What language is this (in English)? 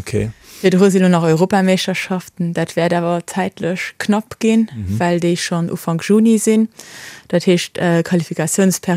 Luxembourgish